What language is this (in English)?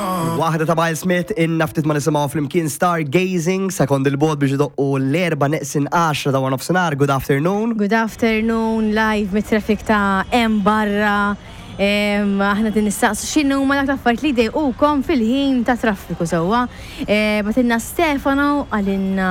Maltese